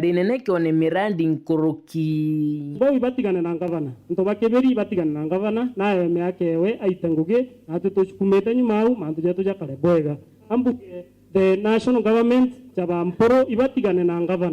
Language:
Meru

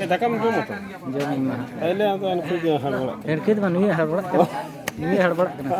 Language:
Santali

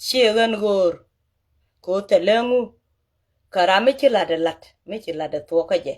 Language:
Nuer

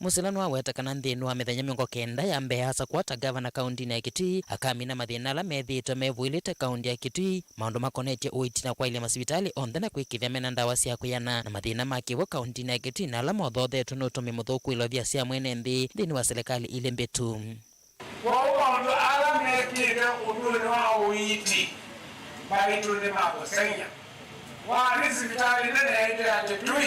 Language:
Kamba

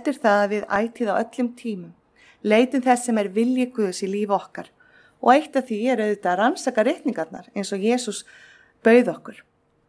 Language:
Icelandic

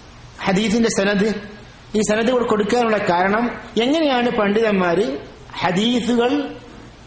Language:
Malayalam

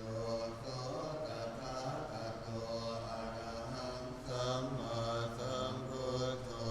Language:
Pali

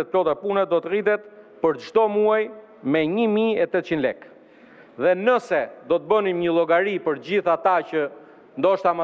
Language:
Albanian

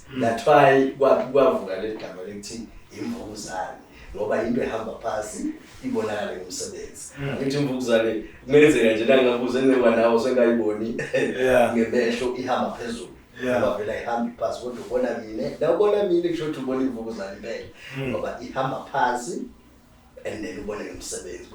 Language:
Zulu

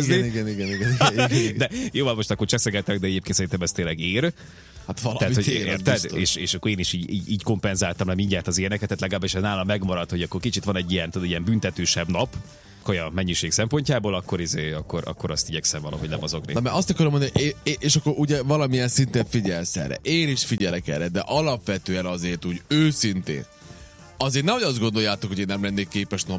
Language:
Hungarian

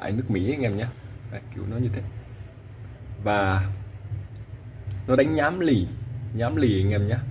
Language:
Vietnamese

